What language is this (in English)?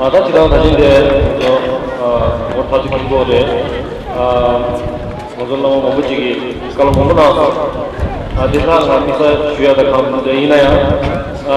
Tibetan